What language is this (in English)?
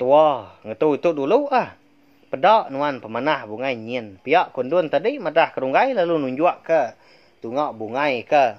Iban